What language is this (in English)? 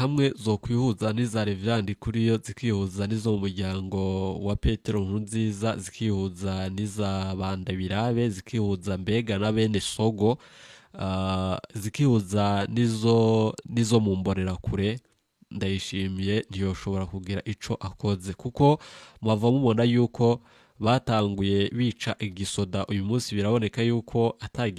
Rundi